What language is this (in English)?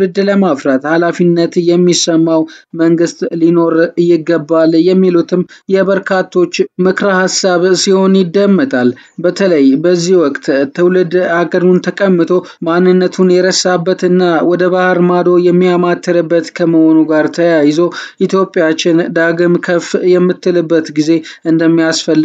Amharic